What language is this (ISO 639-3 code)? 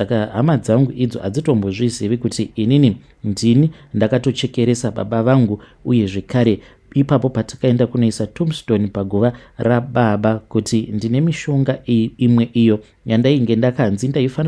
sna